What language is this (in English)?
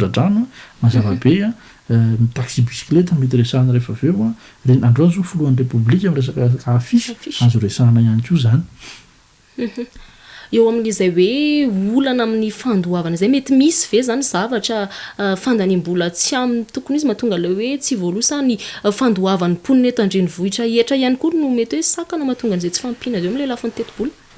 Malagasy